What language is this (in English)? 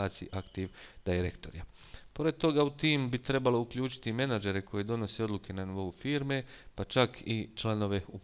Bosnian